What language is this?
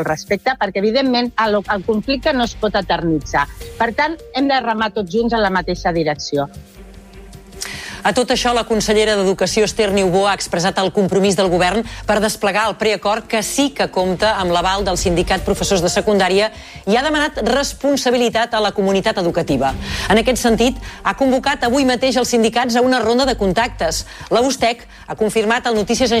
Catalan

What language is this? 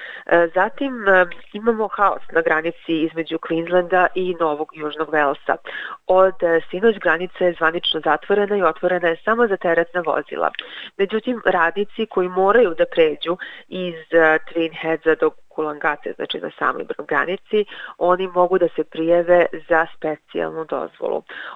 Serbian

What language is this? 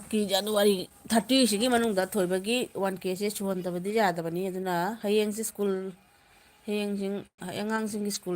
Manipuri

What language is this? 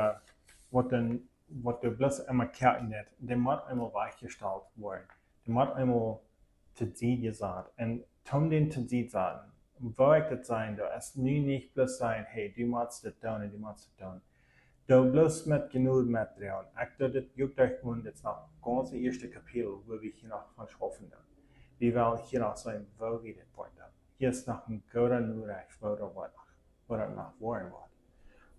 Plautdietsch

